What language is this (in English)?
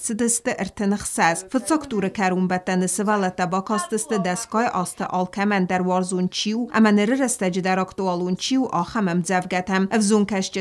Ossetic